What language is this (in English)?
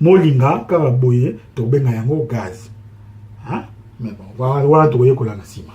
Lingala